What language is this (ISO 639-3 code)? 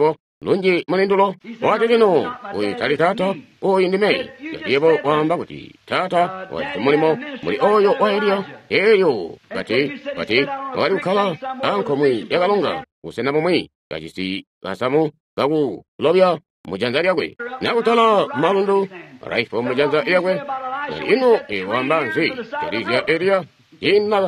toi